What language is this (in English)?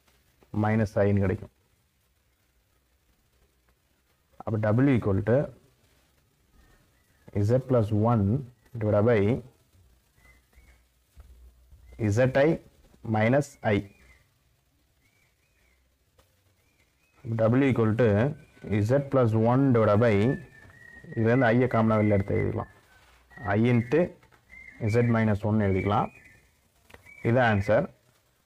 Tamil